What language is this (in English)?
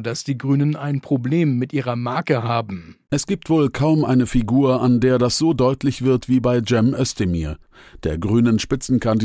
German